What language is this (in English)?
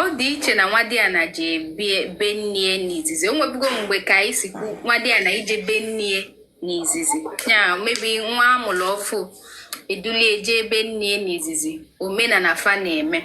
Igbo